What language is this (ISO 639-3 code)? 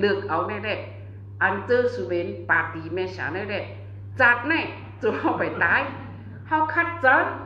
shn